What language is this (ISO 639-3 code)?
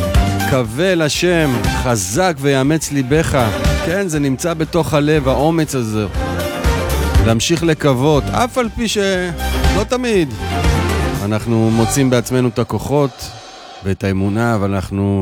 heb